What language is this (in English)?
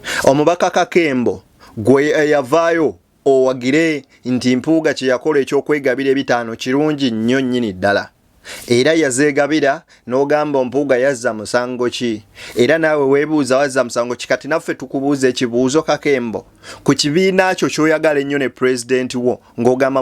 Ganda